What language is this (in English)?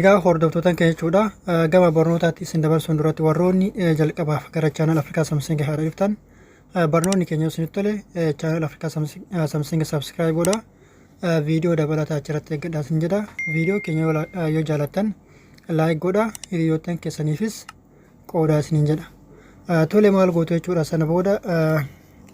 Oromo